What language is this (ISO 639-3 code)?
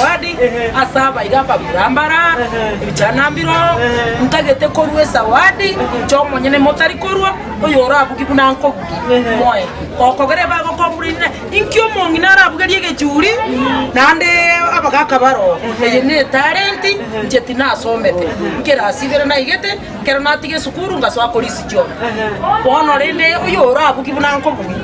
guz